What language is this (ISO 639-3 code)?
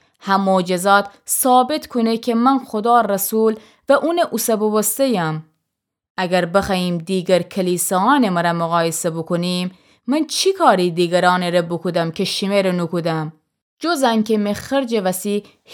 glk